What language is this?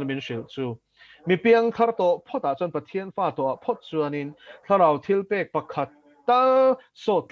Mizo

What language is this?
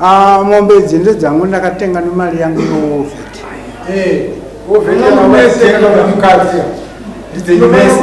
Shona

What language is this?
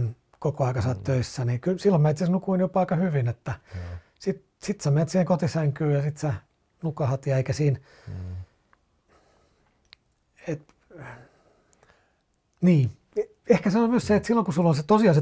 Finnish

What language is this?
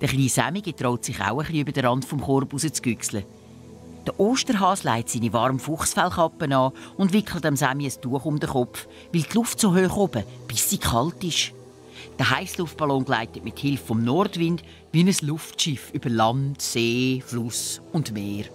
Swiss German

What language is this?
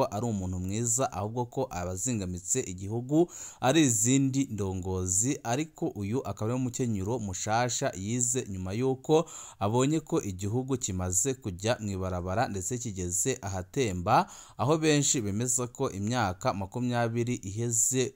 Rundi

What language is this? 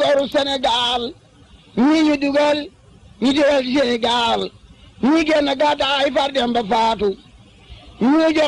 Wolof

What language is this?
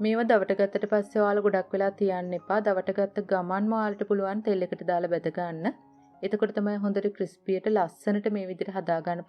Sinhala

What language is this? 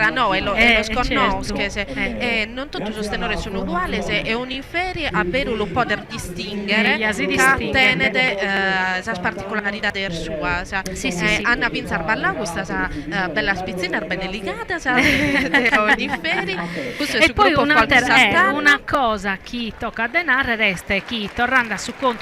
Sardinian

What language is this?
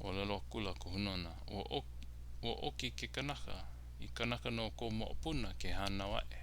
Hawaiian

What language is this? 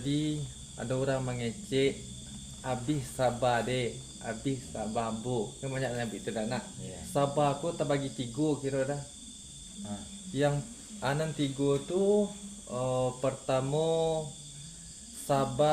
Minangkabau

